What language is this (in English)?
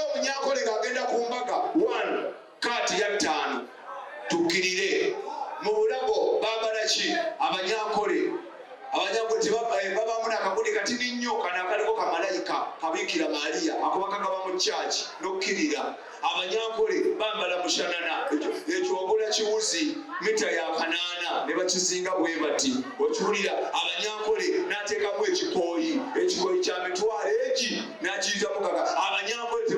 Ganda